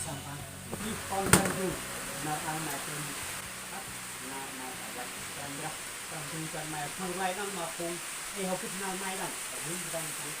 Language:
Central Mnong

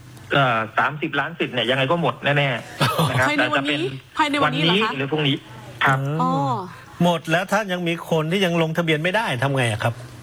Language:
Thai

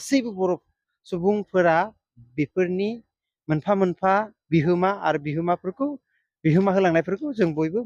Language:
Bodo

